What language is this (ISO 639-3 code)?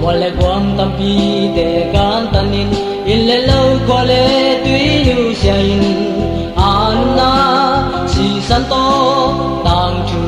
ctd